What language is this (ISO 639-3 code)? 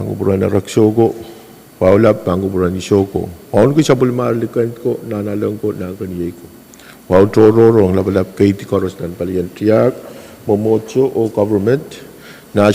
pon